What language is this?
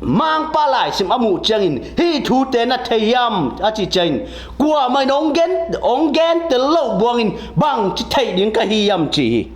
Tedim Chin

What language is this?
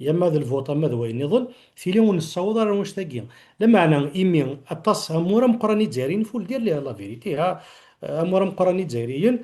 Kabyle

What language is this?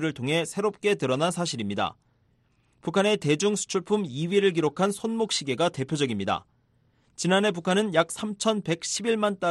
Korean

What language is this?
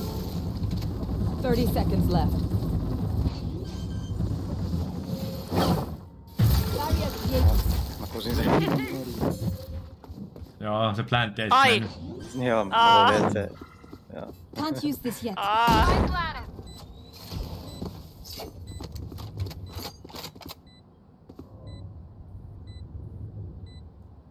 Finnish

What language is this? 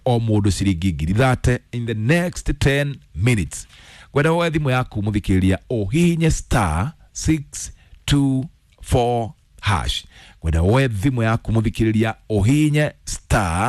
Kikuyu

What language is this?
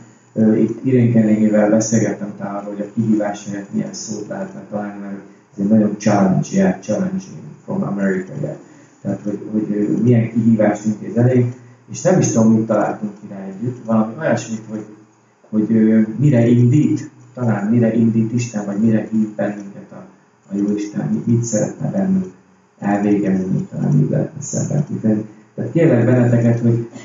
Hungarian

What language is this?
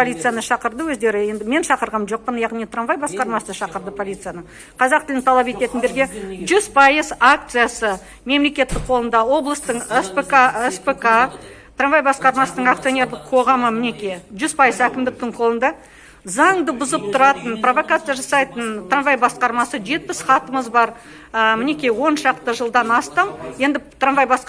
Kazakh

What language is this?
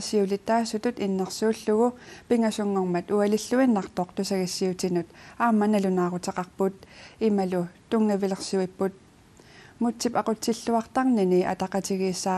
Kalaallisut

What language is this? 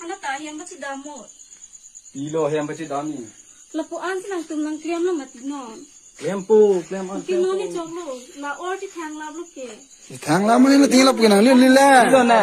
Karbi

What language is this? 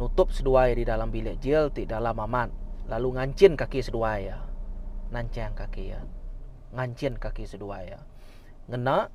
Iban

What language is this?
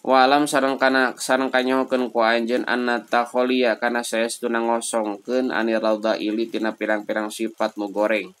Sundanese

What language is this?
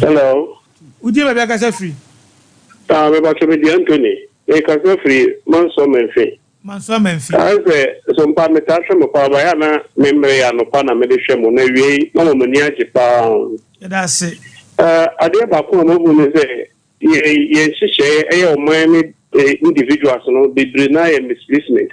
Akan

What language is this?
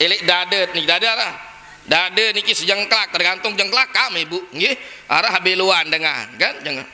Sasak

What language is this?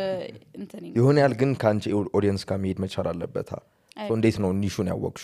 Amharic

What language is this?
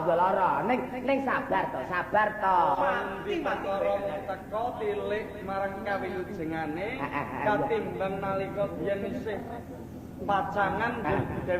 Javanese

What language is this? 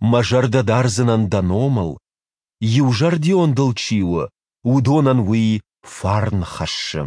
Ossetic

